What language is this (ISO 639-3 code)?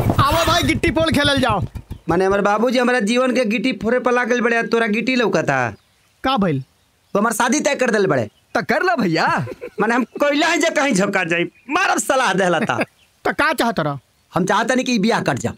bho